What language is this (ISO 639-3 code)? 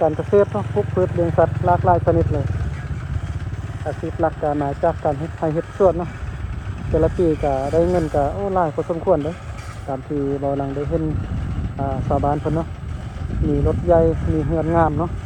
lao